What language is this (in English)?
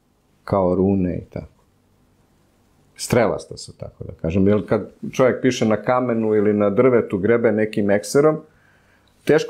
Serbian